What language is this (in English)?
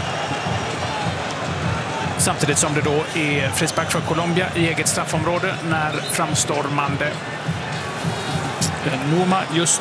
Swedish